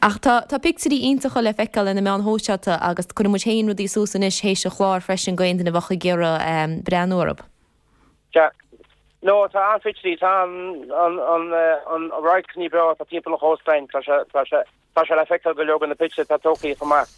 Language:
Irish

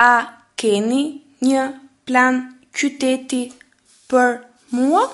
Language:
Albanian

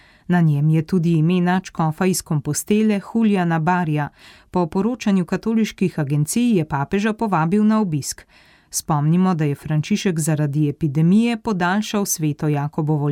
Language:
Slovenian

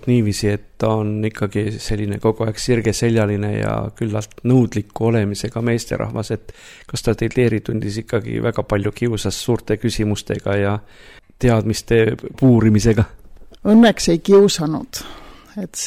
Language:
Estonian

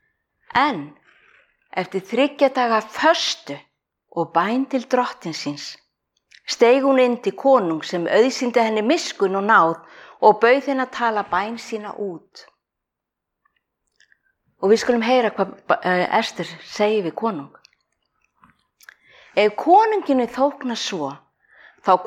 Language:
Icelandic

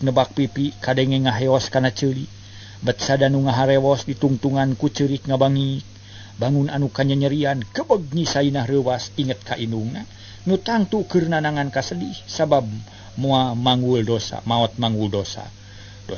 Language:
Sundanese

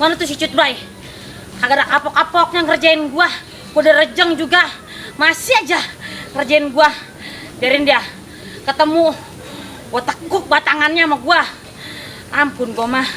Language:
Betawi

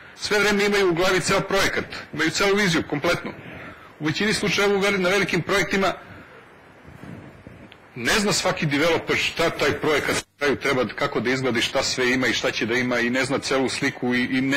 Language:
Serbian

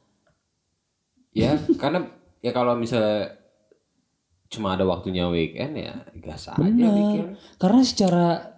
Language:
Indonesian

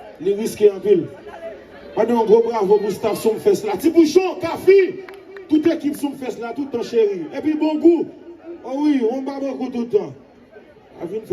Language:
Haitian Creole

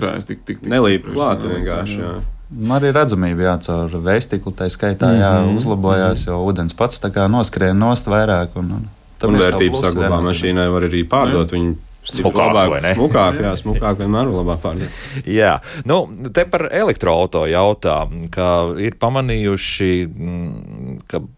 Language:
Latvian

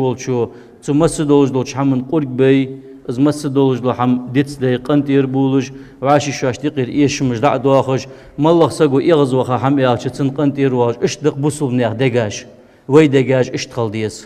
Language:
Ingush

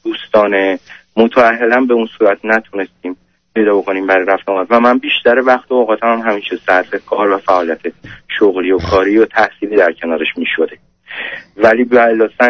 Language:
Persian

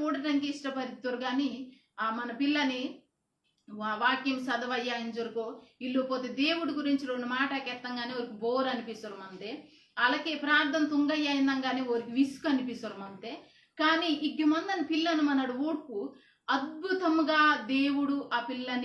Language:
Koya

